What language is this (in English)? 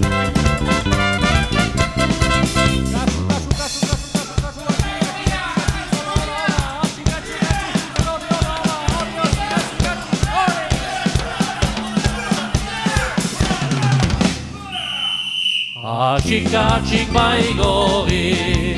Basque